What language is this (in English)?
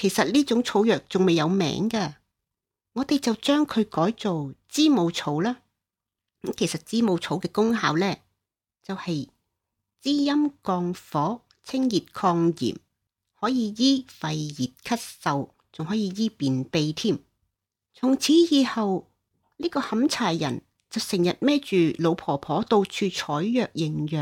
Cantonese